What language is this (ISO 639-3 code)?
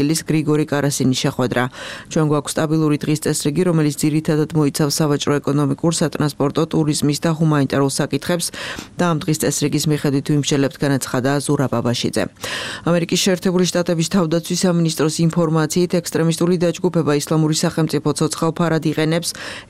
kat